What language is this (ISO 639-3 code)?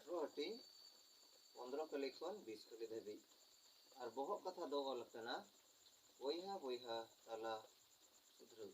sat